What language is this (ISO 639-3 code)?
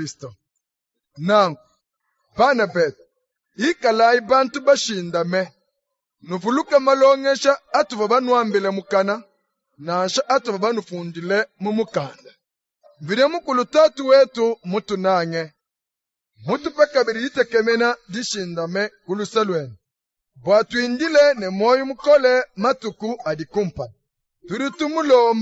lua